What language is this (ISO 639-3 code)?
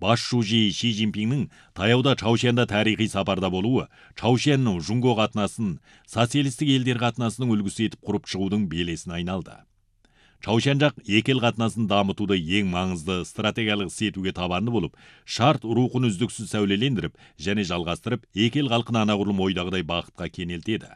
kir